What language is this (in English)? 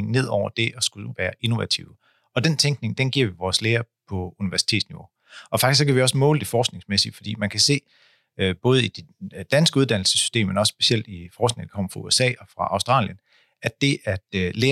Danish